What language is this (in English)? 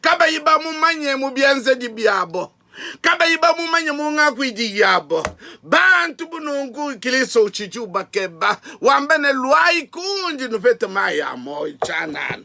Luba-Lulua